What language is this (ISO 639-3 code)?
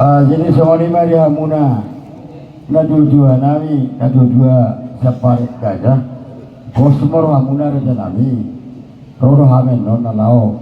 bbc